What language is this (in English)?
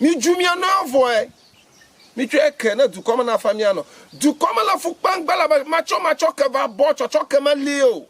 Ewe